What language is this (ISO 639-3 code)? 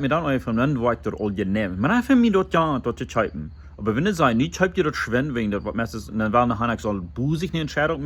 pdt